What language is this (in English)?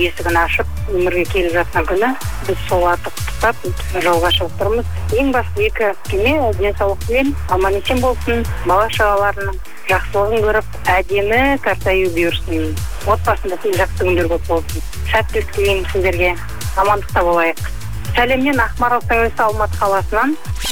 Kazakh